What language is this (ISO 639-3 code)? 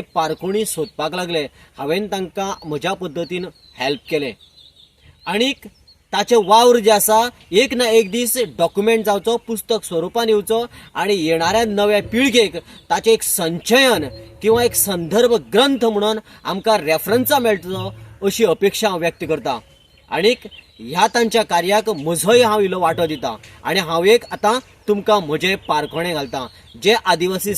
kok